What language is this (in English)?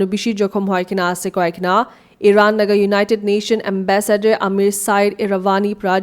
Naga Pidgin